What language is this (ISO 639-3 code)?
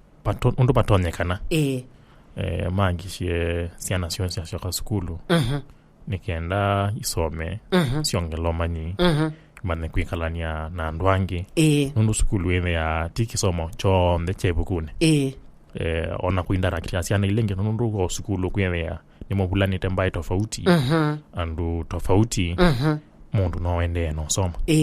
kam